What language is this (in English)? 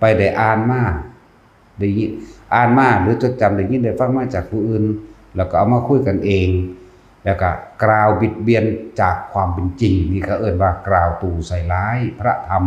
Northeastern Thai